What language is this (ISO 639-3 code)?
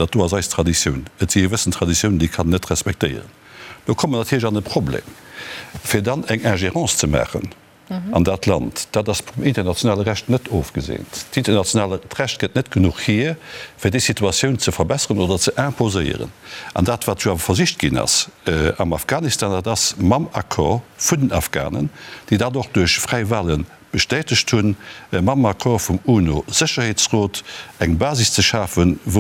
ltz